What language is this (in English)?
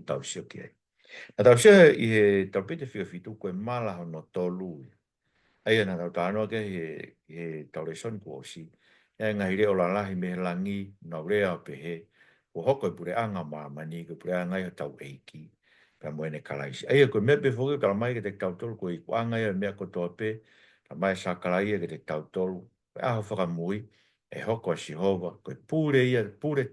Tongan